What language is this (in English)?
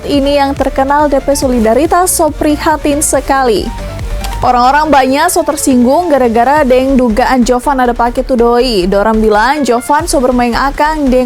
Manado Malay